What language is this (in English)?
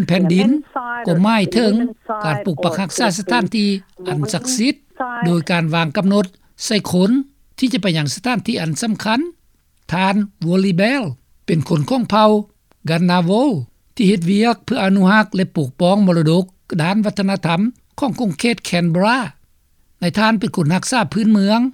Lao